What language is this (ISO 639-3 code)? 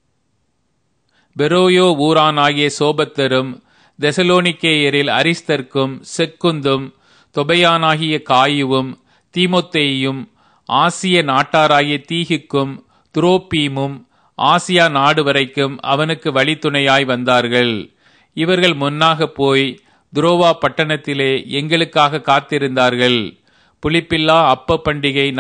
tam